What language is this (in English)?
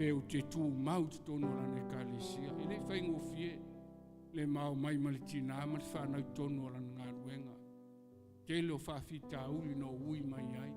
Samoan